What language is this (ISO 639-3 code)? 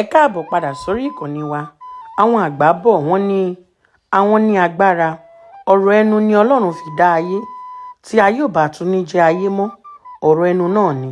yor